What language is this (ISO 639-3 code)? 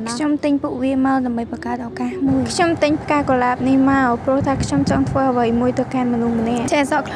khm